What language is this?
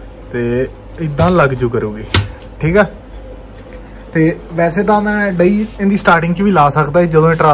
Punjabi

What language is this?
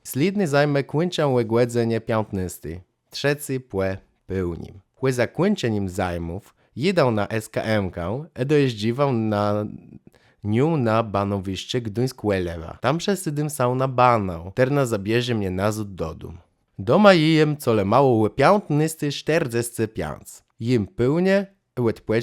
Kashubian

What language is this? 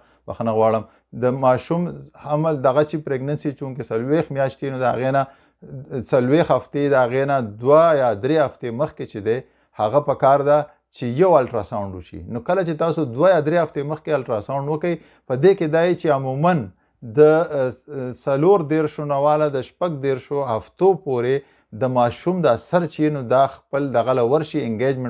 Pashto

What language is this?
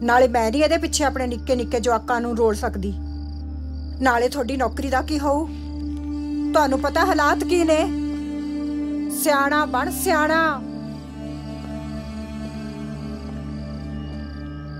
Punjabi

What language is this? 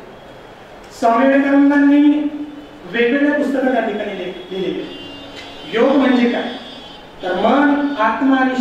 Marathi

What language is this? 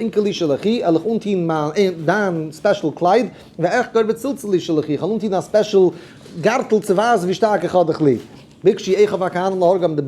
Yiddish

